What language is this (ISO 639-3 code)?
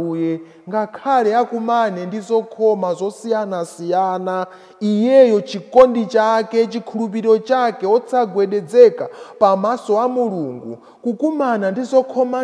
nya